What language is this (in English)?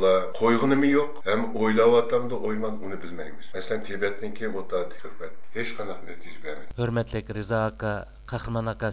Uyghur